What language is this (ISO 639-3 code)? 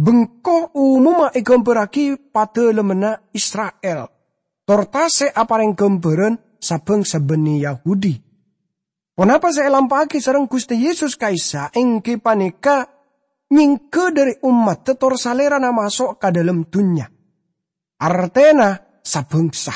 mad